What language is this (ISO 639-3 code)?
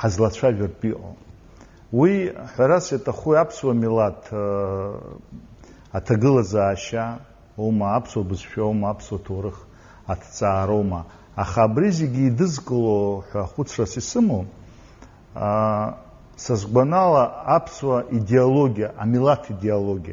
abk